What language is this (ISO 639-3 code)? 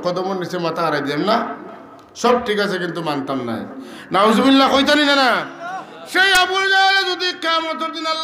syl